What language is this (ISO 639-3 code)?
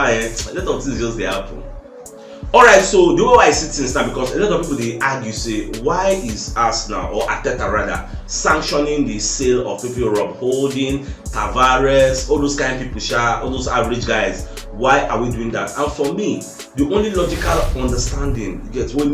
pcm